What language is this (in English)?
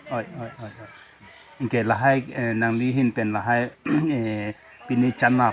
Karbi